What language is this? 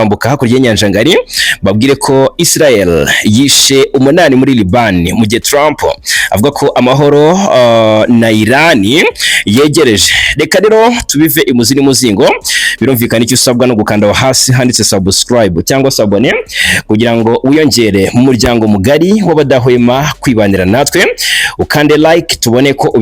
Kinyarwanda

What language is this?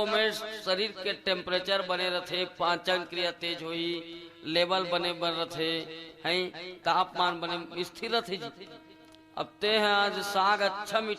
Chhattisgarhi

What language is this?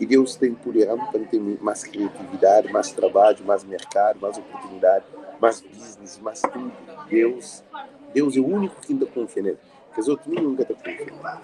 Kabuverdianu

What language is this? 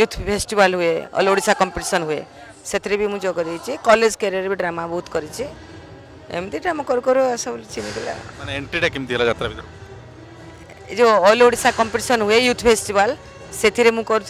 Odia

